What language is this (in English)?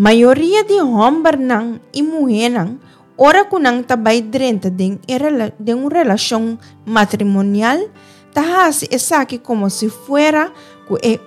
Papiamento